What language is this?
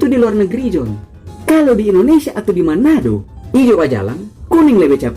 Manado Malay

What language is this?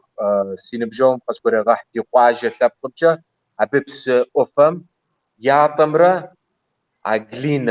Kabardian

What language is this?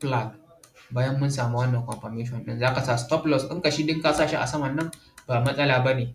Hausa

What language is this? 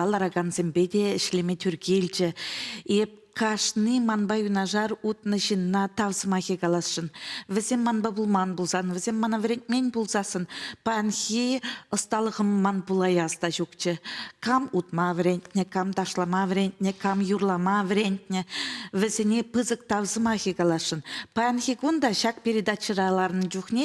Chuvash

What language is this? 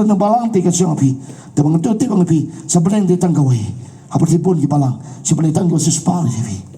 Khasi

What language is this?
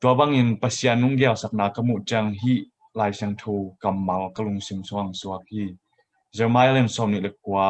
Tedim Chin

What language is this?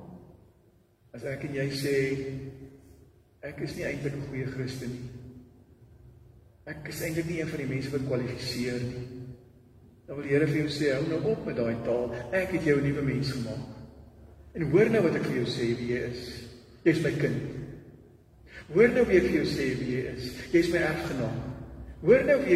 Afrikaans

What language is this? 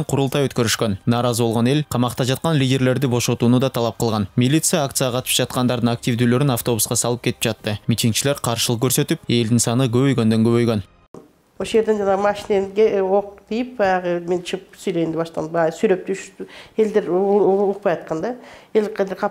Kyrgyz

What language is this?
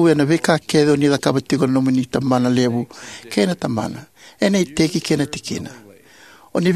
Fijian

